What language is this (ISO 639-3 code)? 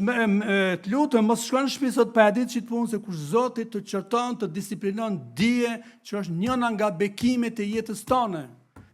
sqi